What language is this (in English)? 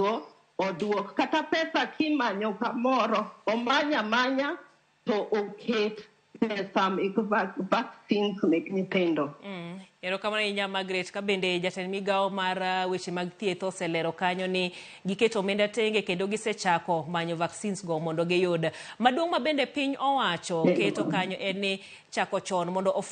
Luo (Kenya and Tanzania)